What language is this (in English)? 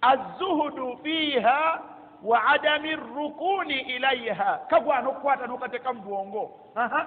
Ganda